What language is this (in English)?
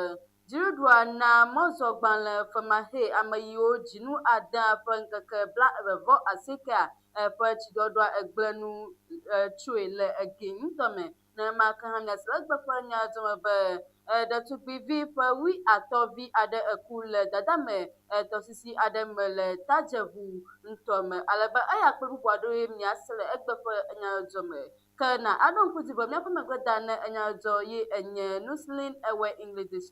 Ewe